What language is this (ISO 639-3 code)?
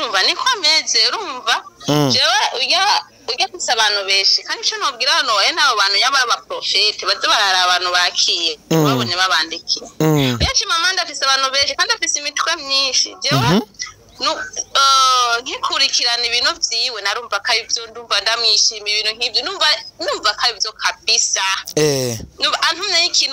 run